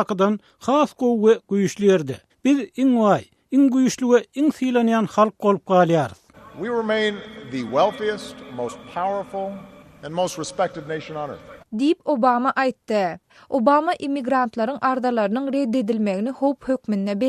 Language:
Turkmen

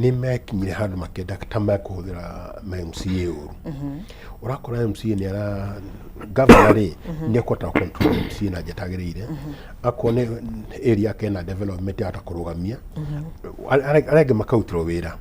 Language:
Kikuyu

